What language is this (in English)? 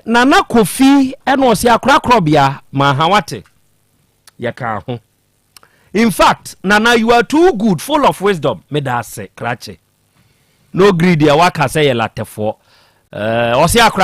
Akan